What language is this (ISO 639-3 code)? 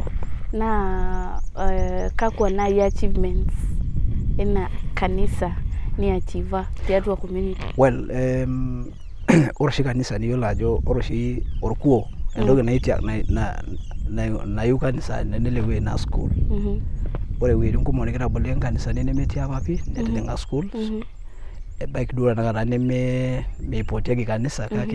mas